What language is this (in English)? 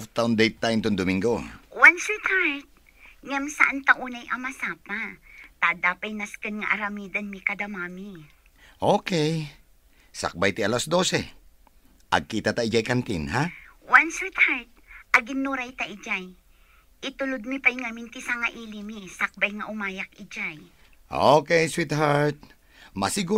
Iloko